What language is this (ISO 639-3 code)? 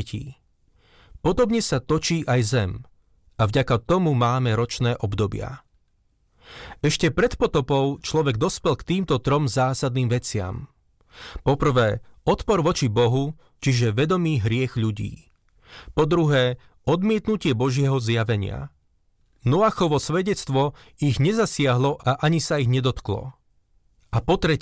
slk